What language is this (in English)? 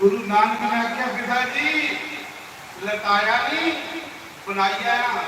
Dogri